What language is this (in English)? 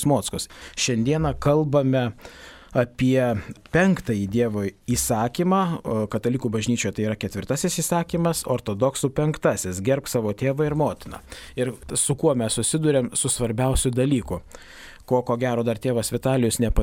Lithuanian